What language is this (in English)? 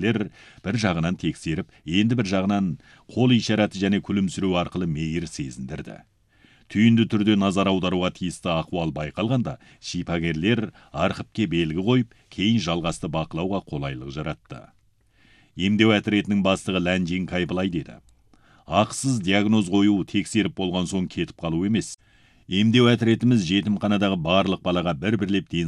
Kazakh